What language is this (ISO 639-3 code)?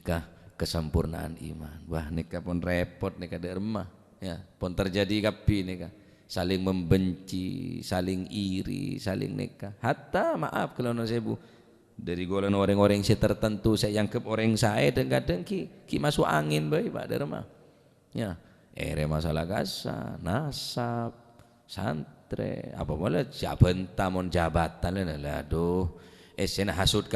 mad